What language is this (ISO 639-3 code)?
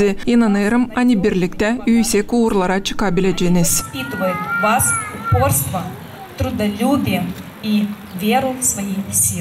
gag